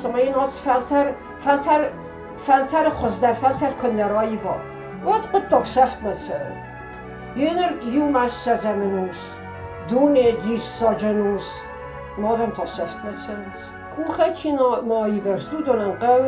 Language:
Ossetic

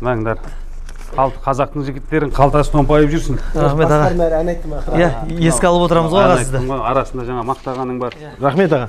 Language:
Kazakh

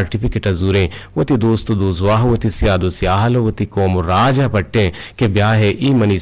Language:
Eastern Balochi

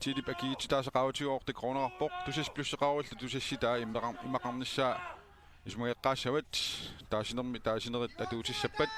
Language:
Kalaallisut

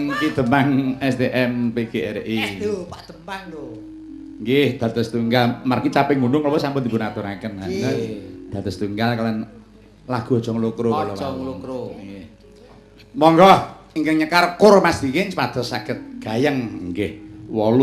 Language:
Javanese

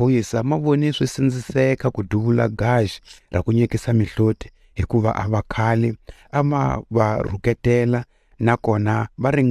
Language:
Tsonga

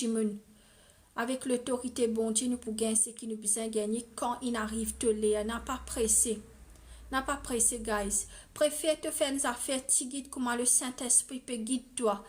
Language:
Morisyen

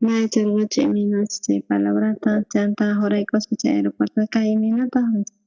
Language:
South Bolivian Quechua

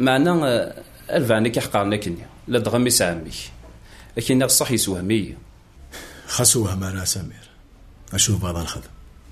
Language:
Kabyle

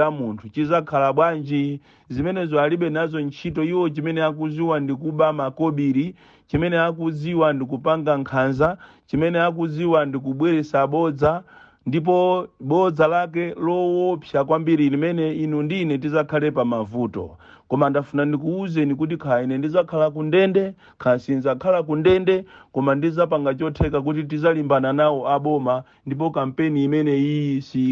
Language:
Nyanja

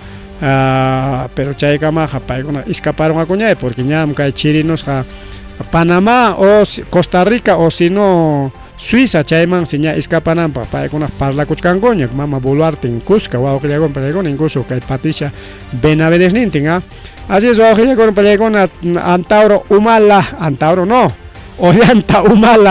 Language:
Ayacucho Quechua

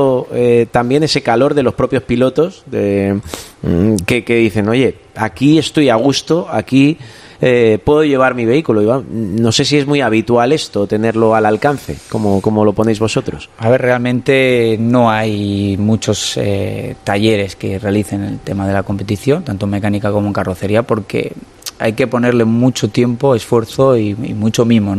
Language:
Spanish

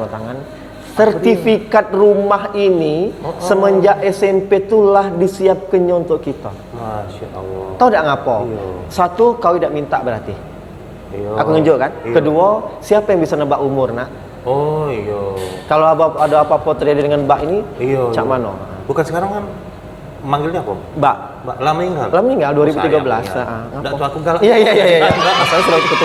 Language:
Musi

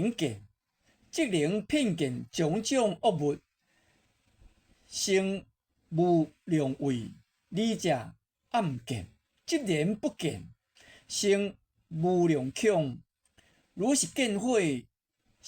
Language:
Min Nan Chinese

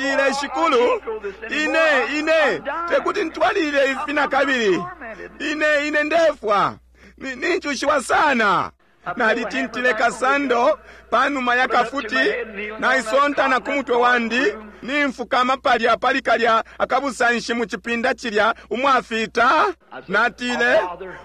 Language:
Bemba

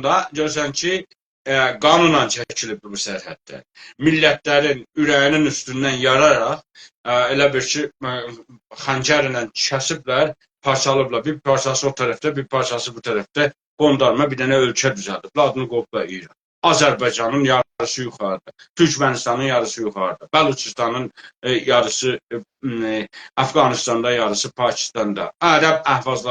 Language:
South Azerbaijani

